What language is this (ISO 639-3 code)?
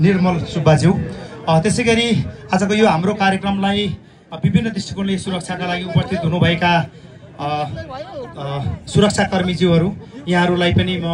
nep